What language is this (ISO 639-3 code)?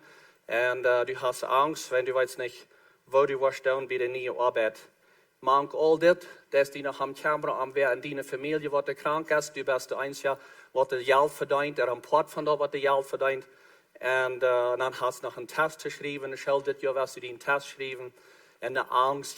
pdt